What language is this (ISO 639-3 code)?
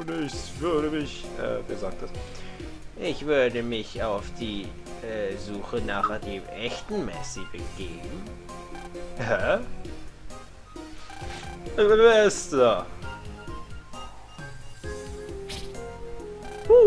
deu